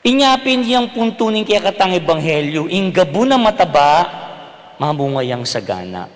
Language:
Pampanga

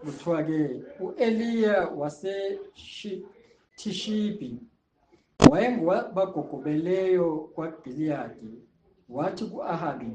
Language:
Zulu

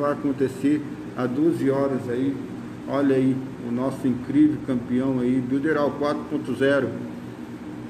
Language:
Portuguese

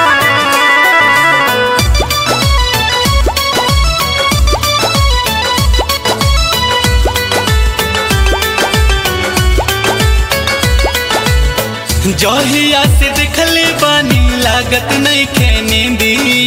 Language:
Bhojpuri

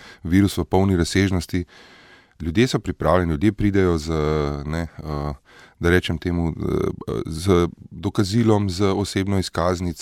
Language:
Slovenian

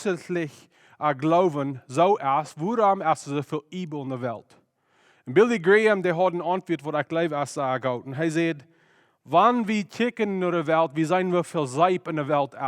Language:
Plautdietsch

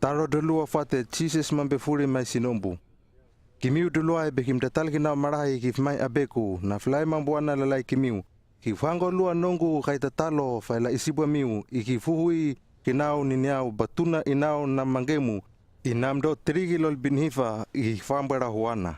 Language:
Hano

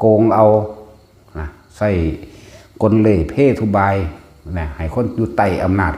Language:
Lao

